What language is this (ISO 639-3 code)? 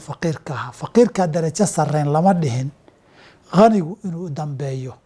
som